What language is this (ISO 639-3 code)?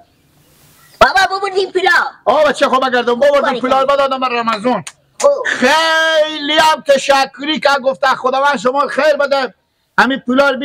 fas